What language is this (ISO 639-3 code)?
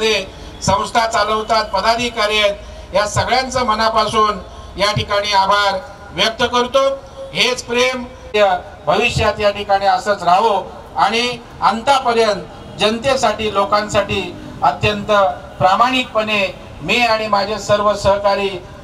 mar